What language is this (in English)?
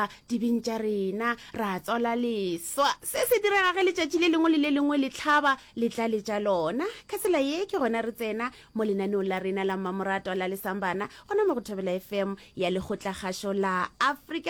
Northern Sotho